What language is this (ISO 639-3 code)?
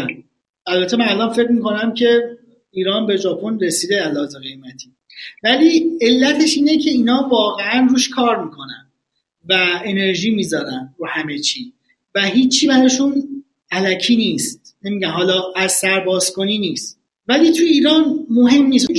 fas